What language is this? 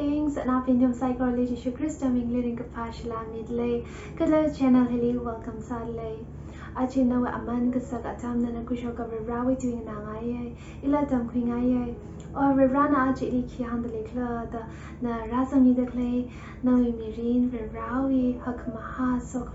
Tangkhul Naga (India)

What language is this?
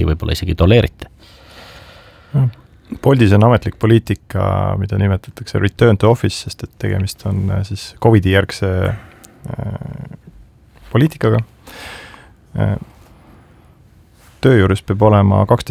Estonian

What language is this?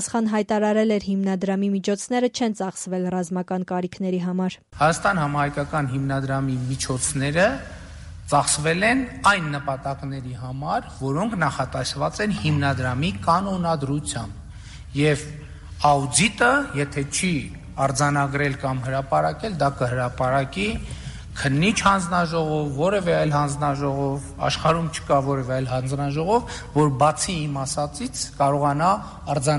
Armenian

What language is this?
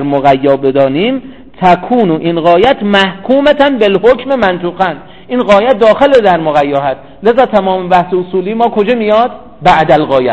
Persian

